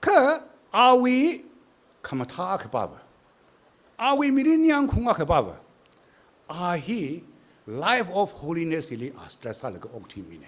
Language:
Tangkhul Naga (India)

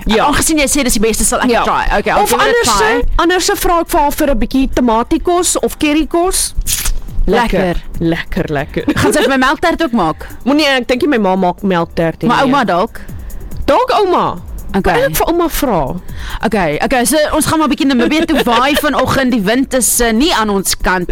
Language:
Afrikaans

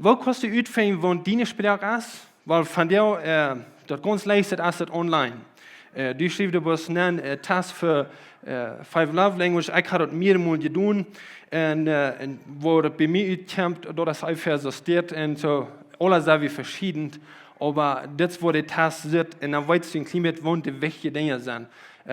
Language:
Plautdietsch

